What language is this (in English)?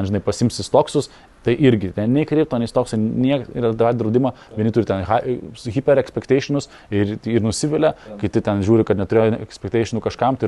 Lithuanian